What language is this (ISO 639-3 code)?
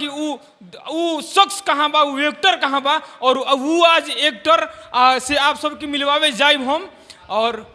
bho